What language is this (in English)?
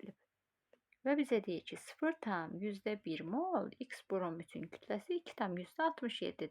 Azerbaijani